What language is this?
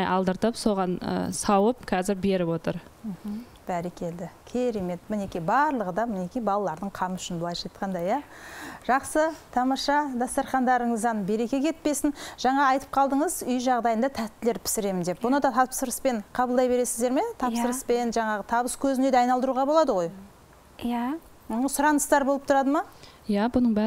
Kazakh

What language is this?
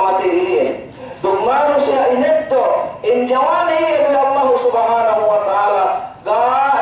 Yakan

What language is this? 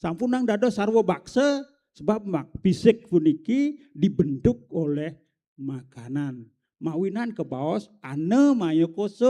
Balinese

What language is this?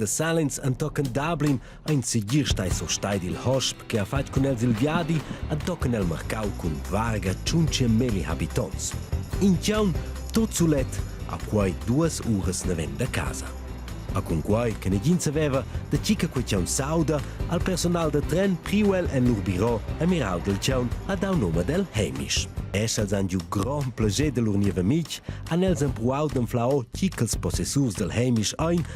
Romansh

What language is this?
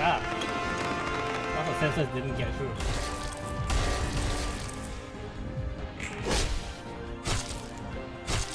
English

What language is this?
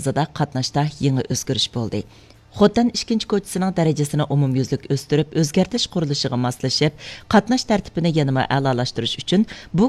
Uyghur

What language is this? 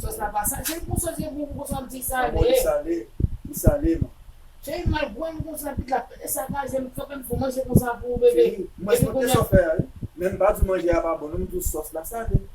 Haitian Creole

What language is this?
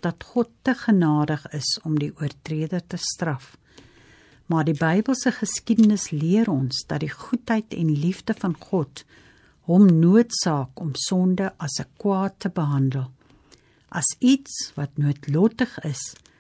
Afrikaans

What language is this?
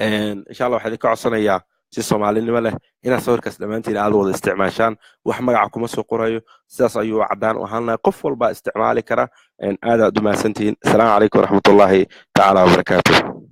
Somali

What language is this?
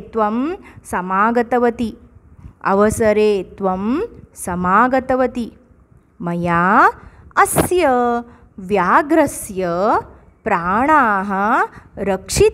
Sanskrit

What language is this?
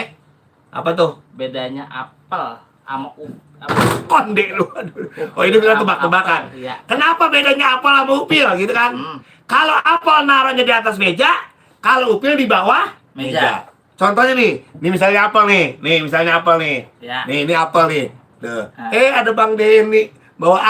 Betawi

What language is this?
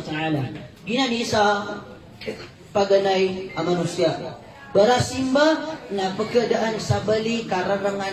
Maranao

